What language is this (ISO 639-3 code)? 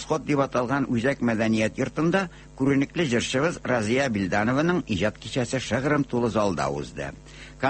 tat